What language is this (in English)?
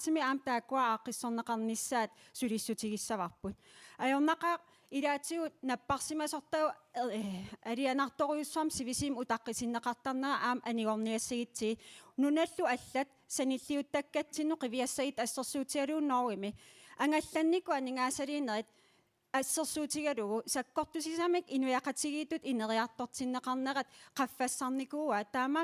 Kalaallisut